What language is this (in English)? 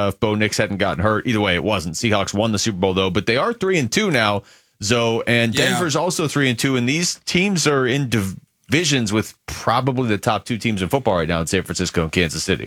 English